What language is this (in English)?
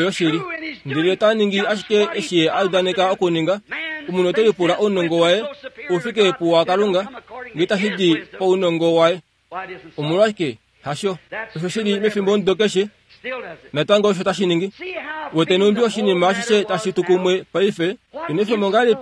Kuanyama